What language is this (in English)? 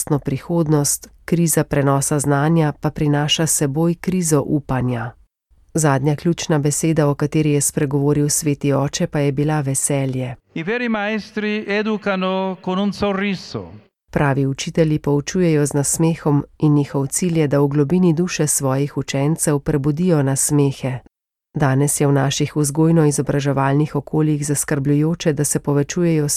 Slovenian